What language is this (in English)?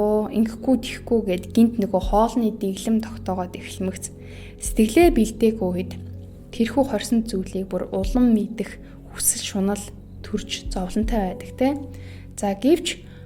Mongolian